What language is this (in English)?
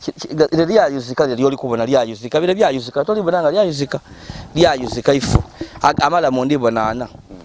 Ganda